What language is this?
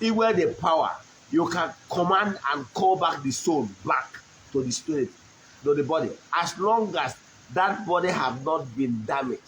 Igbo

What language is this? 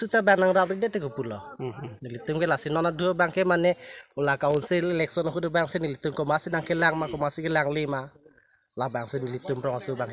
Karbi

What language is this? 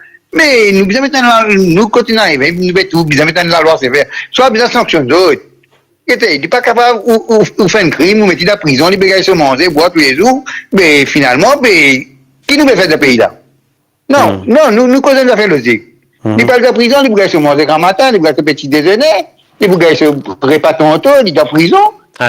Morisyen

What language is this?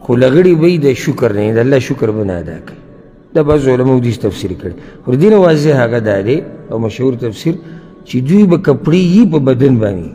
Pashto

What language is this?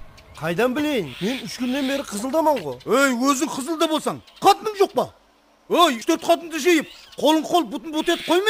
Kara-Kalpak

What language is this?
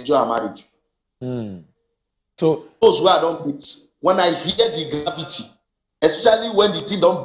Nigerian Pidgin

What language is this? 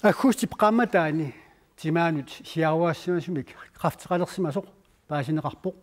Kalaallisut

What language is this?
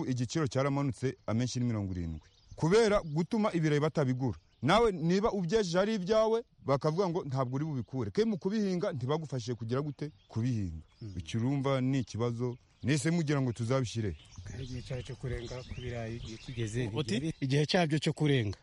Kinyarwanda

